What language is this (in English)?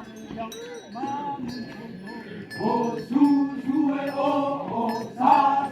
Naga Pidgin